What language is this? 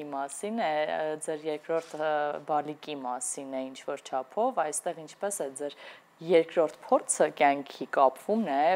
Armenian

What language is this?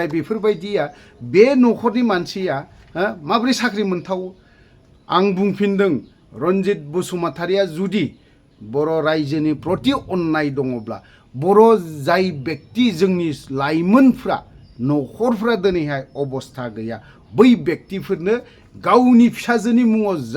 Bodo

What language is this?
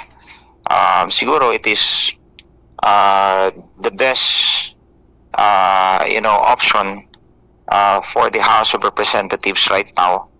Bikol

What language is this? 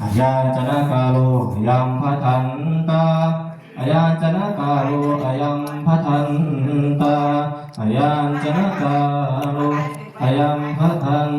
Northeastern Thai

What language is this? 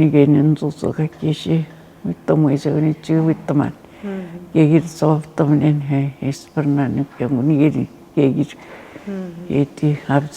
Atikamekw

